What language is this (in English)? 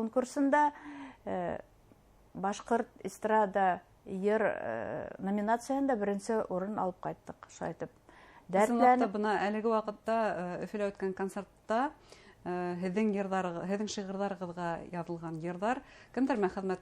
Bashkir